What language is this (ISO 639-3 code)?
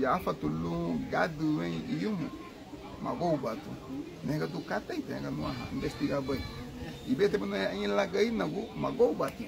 cab